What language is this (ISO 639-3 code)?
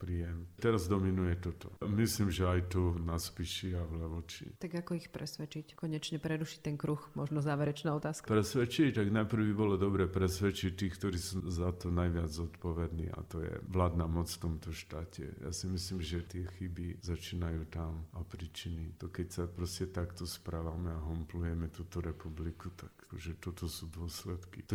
slk